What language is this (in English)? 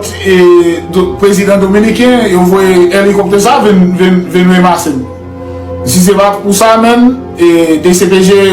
Haitian Creole